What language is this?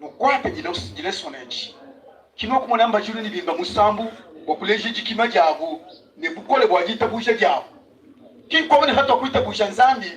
Luba-Lulua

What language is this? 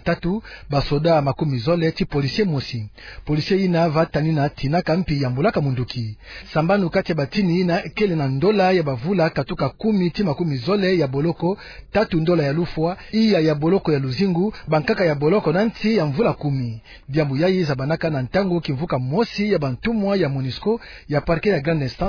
Kituba (Democratic Republic of Congo)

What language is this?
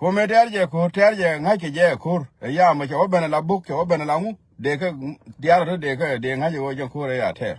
Nuer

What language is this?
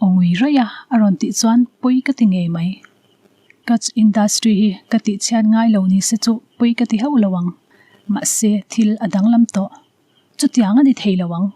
Mizo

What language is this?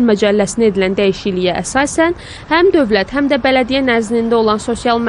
Azerbaijani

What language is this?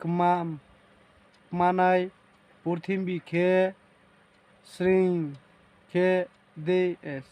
Riang (India)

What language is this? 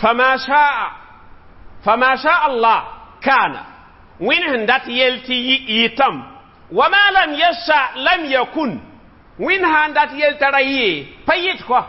Mossi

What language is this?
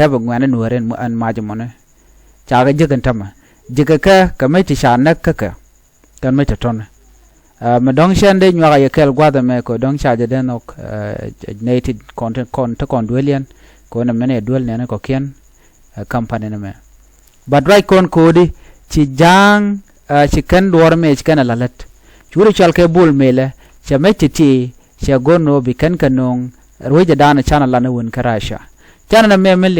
Nuer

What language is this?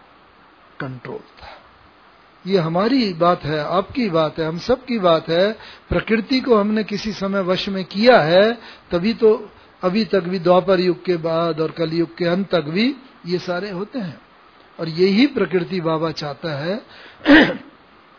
Hindi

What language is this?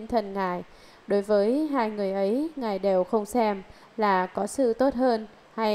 Vietnamese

